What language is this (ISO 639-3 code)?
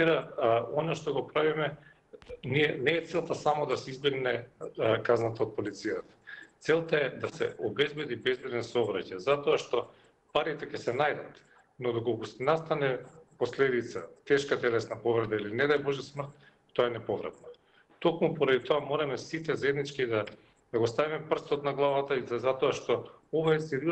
mkd